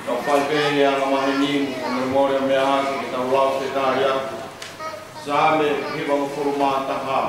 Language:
Tongan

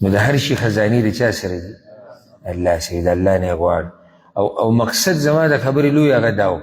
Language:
Pashto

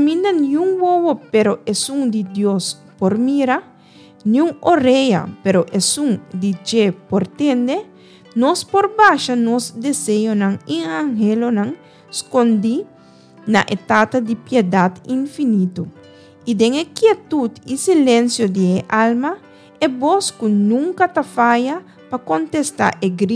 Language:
Papiamento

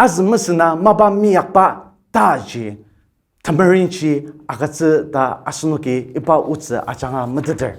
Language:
Ao Naga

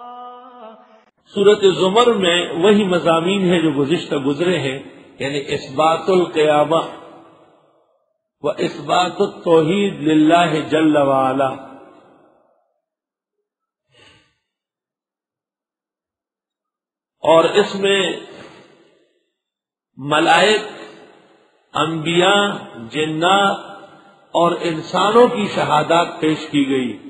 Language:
Urdu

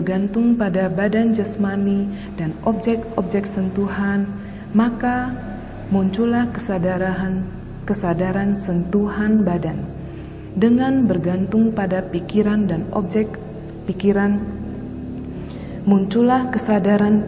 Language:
Indonesian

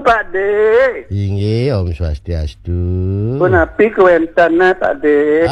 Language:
Balinese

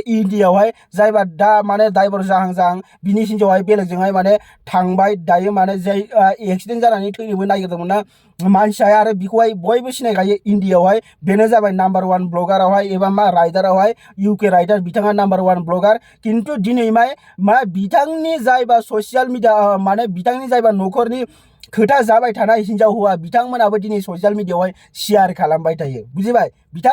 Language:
Bodo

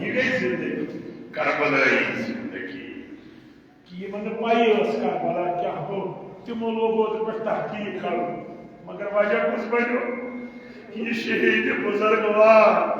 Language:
Kashmiri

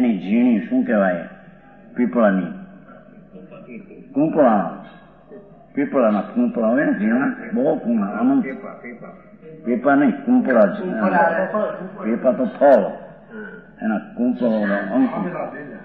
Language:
Gujarati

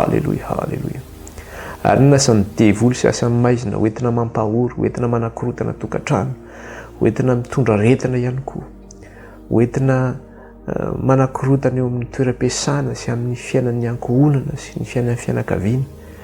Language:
Malagasy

